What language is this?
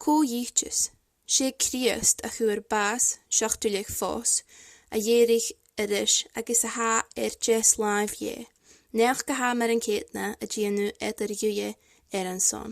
Scottish Gaelic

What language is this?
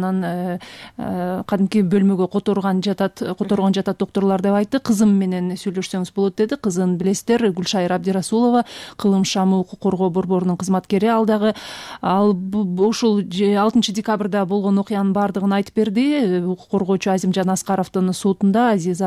Kyrgyz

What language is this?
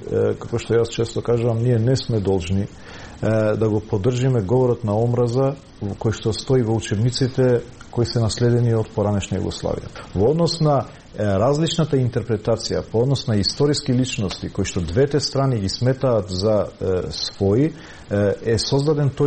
Macedonian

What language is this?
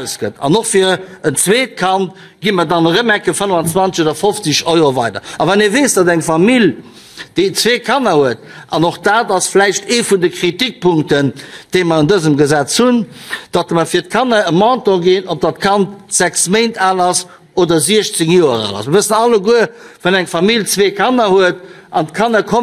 Luxembourgish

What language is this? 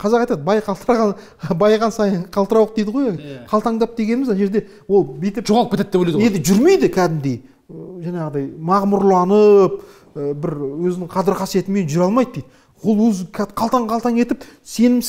Kazakh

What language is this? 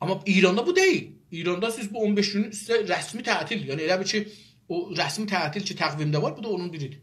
South Azerbaijani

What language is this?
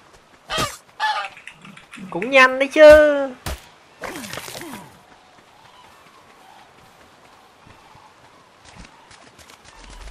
Vietnamese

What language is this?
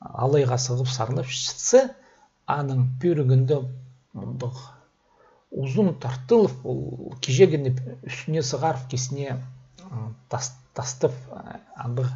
Khakas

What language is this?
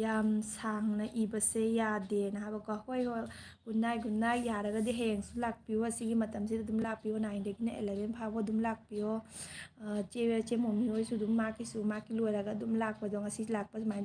Manipuri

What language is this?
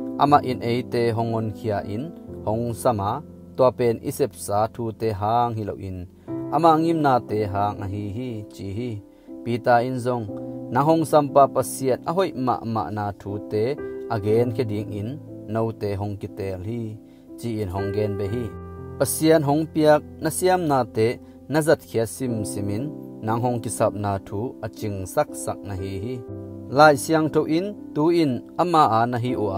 Tedim Chin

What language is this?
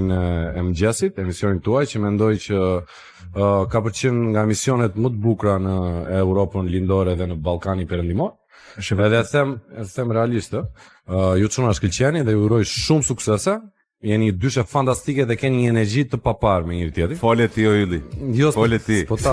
Albanian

